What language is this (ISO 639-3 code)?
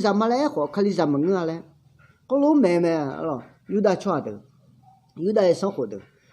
ahk